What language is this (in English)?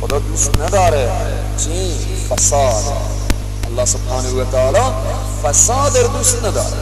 Persian